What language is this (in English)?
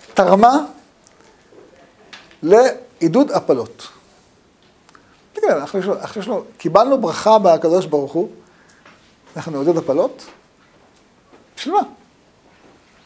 Hebrew